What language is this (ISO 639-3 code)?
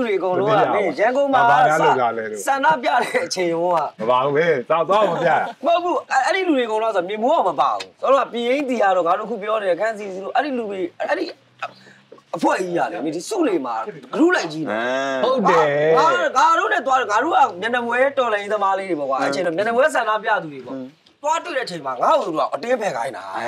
mya